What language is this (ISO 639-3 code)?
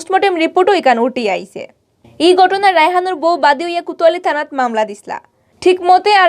syl